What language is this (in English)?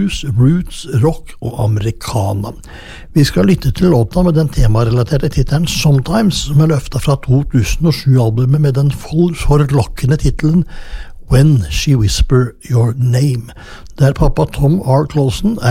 Norwegian